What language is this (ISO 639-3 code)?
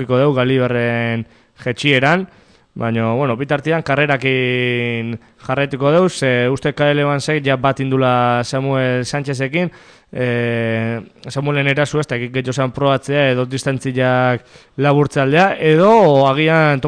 eus